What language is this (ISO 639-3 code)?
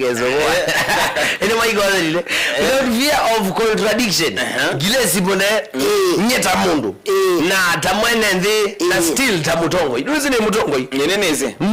kam